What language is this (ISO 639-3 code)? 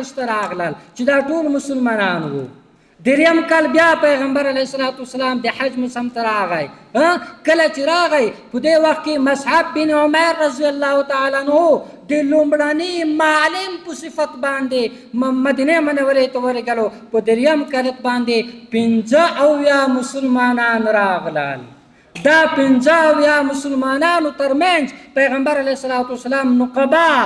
pus